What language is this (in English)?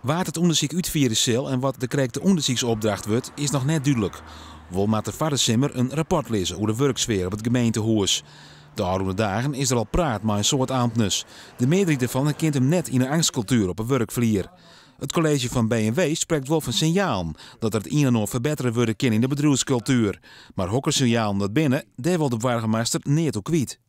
Western Frisian